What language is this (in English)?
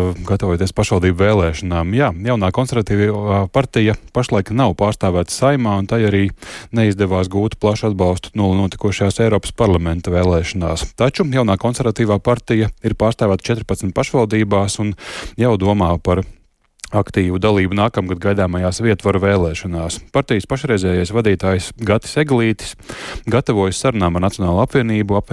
Latvian